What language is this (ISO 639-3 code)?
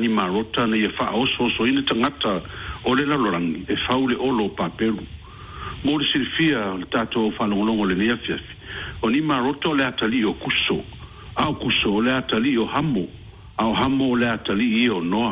smo